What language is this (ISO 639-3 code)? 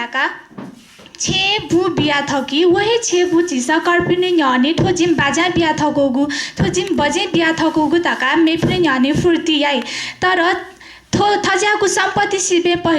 new